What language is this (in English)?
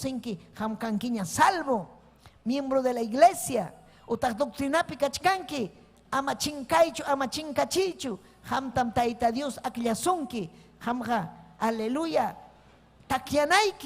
Ayacucho Quechua